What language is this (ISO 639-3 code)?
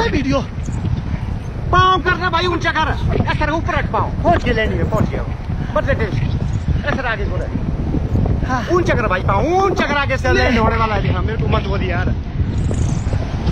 hin